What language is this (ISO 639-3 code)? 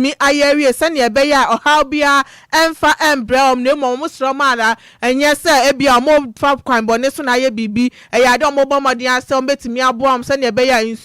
aka